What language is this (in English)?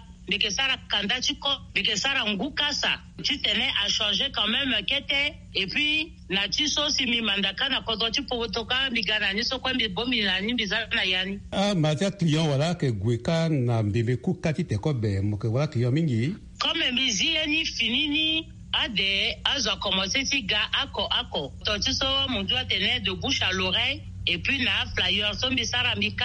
Sango